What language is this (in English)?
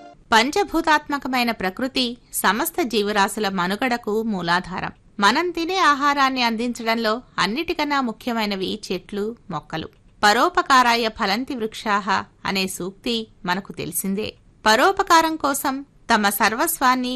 Telugu